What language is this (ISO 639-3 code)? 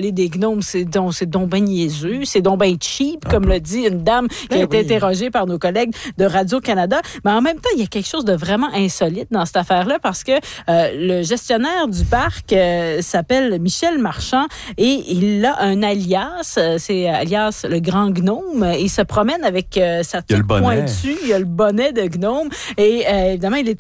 fra